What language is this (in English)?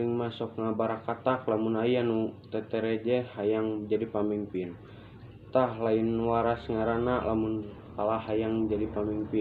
Sundanese